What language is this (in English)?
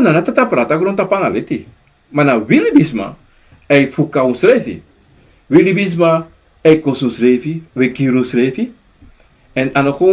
Sranan Tongo